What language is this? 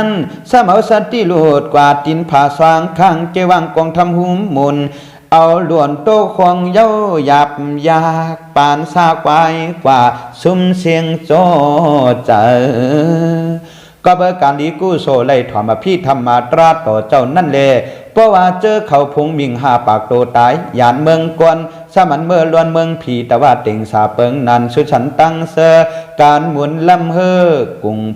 Shan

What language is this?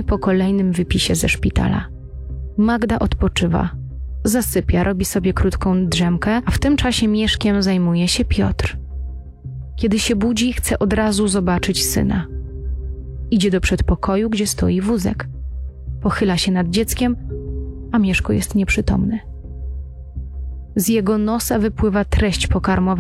Polish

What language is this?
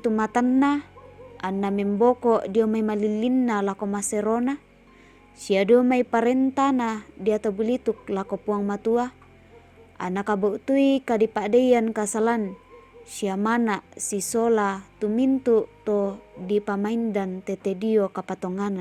Toraja-Sa'dan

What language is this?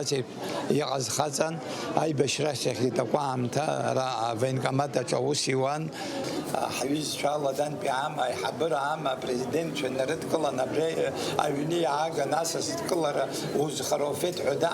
Abkhazian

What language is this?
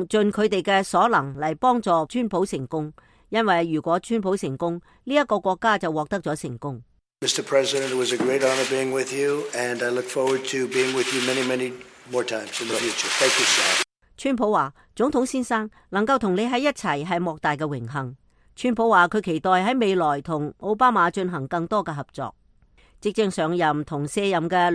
Cantonese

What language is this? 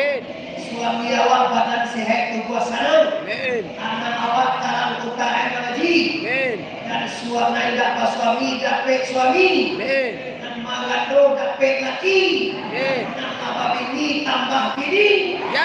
Minangkabau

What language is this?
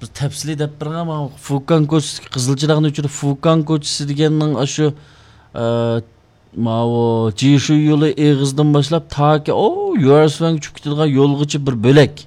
Uyghur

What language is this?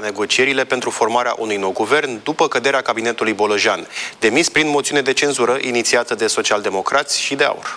Romanian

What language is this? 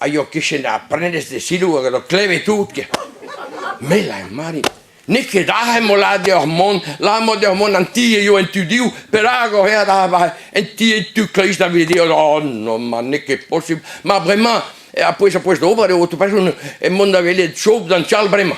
Breton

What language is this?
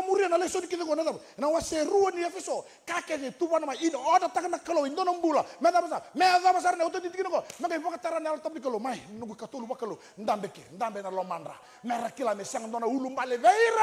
Fijian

